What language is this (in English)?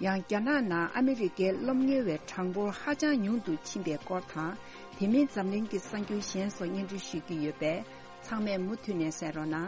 Tibetan